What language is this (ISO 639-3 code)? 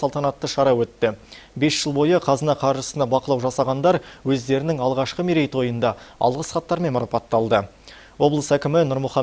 kaz